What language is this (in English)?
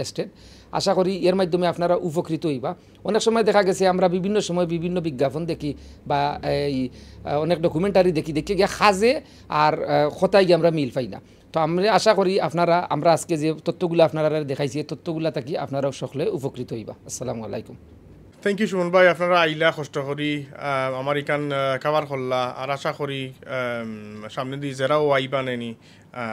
Sylheti